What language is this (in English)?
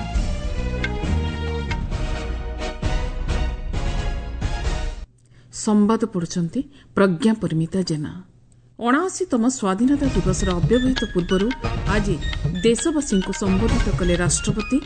Odia